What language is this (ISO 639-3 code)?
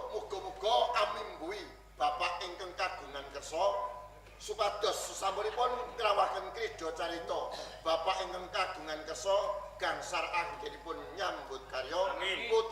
jav